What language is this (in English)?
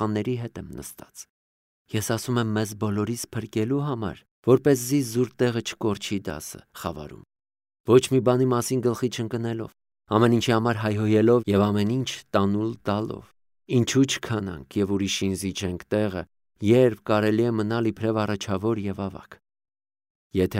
Armenian